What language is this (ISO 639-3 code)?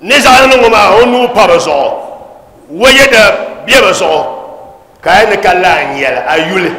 dag